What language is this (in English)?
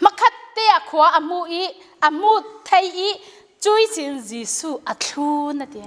Falam Chin